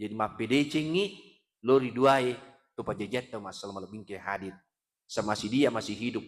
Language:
Buginese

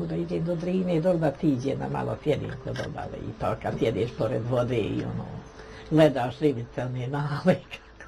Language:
Bosnian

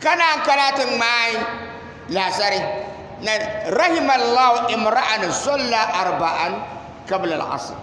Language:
Dagbani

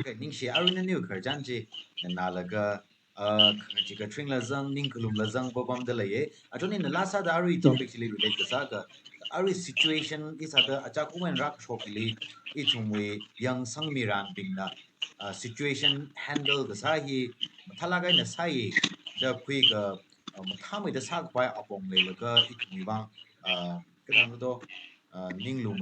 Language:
Tangkhul Naga (India)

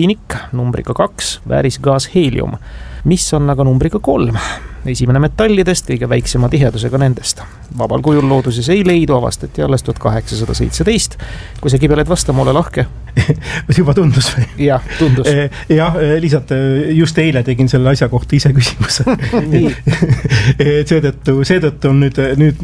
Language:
Estonian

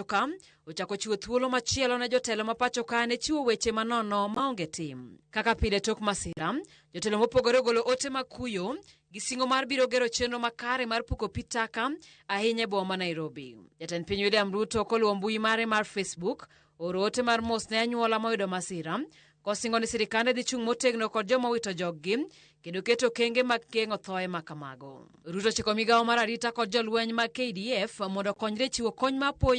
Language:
Luo (Kenya and Tanzania)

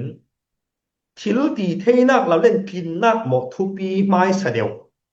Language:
Falam Chin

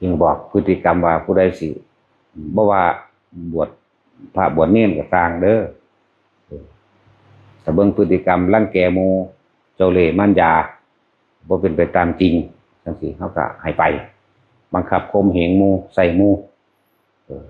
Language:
Northeastern Thai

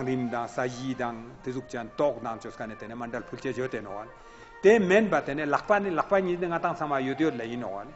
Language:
Ladakhi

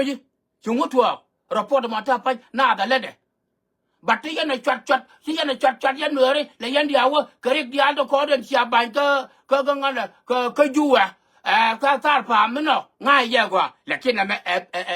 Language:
Nuer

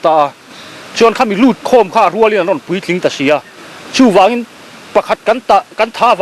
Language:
Mizo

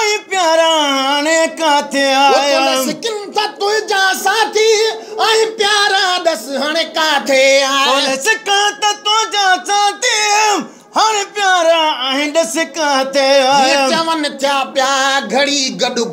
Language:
Sindhi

